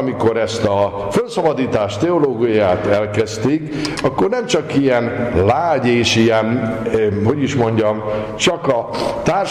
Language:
Hungarian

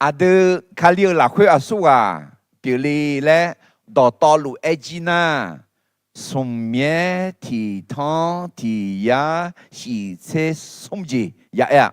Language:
Akha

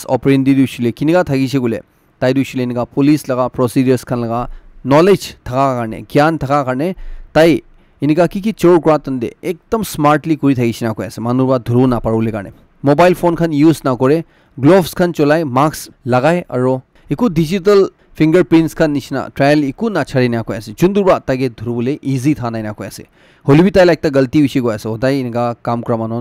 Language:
Naga Pidgin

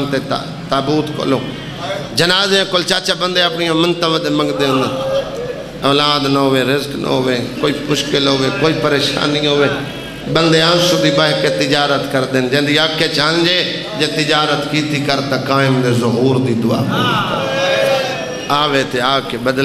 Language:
Saraiki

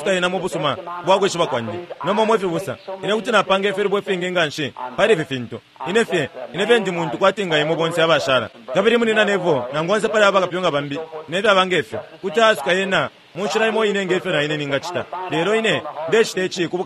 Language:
Bemba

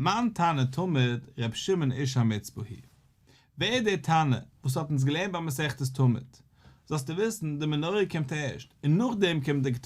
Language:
Yiddish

